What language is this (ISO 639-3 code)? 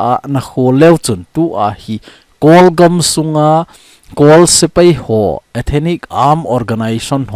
tcz